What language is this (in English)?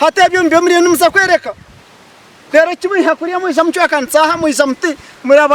Nyankole